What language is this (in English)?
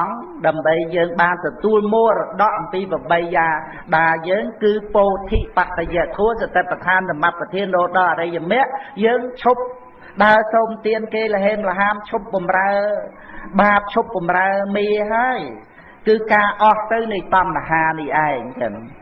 Khmer